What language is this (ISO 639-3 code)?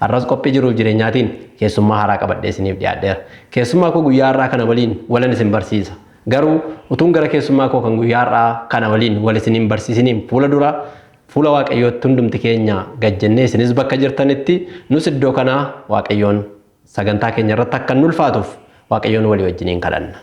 orm